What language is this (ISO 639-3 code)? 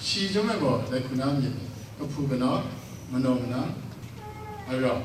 kac